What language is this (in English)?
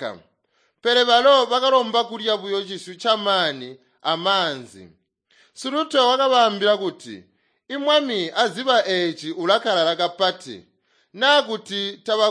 Tonga (Zambia)